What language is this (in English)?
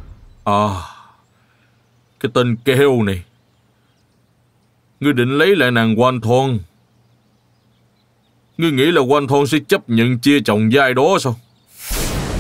Vietnamese